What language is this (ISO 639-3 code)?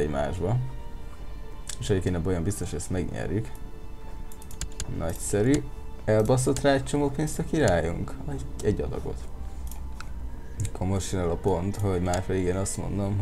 hun